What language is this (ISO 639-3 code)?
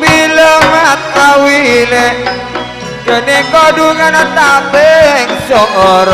mad